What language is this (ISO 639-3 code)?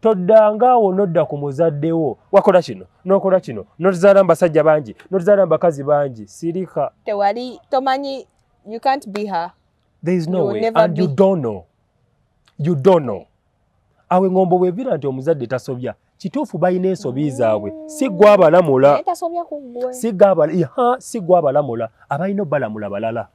lug